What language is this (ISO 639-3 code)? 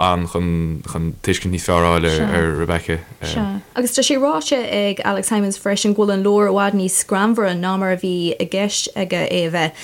gle